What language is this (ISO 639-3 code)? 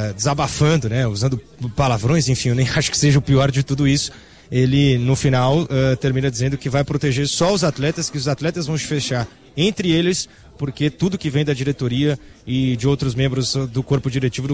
por